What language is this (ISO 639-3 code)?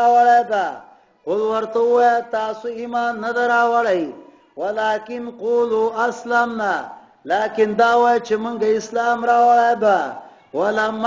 pus